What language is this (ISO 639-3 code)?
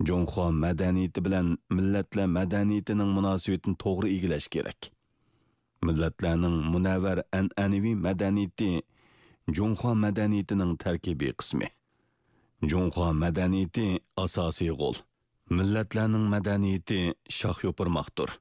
uig